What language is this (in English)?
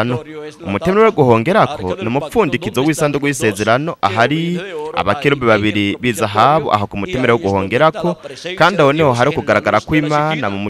Rundi